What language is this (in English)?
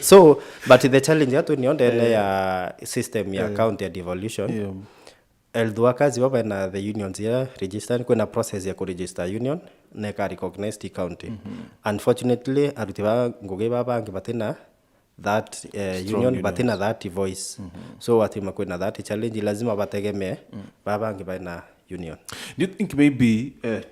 Meru